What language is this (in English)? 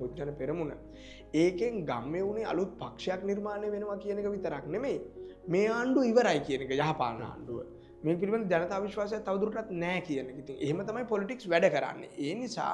Sinhala